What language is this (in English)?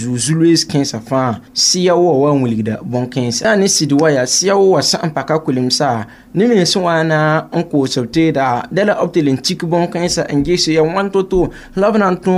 Mossi